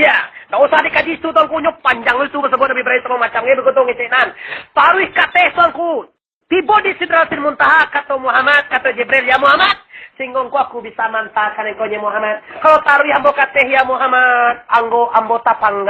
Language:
Minangkabau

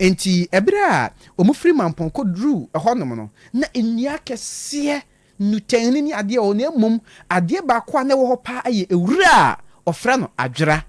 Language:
Akan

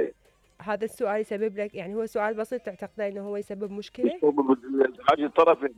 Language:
Mesopotamian Arabic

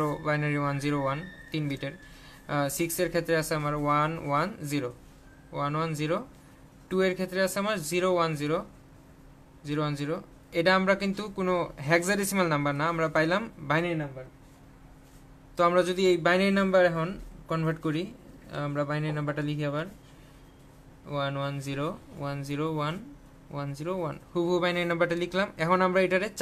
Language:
Bangla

